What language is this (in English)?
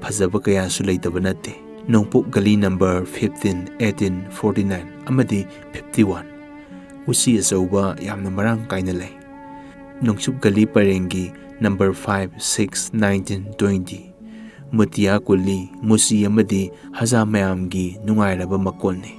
Manipuri